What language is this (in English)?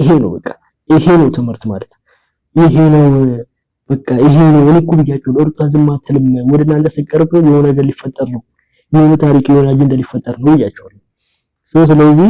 Amharic